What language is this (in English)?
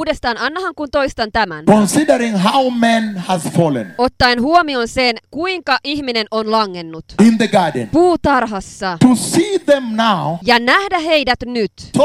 Finnish